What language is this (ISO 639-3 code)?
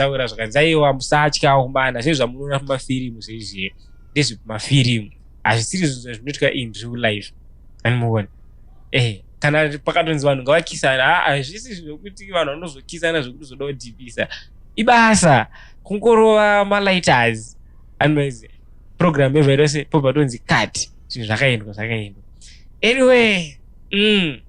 sna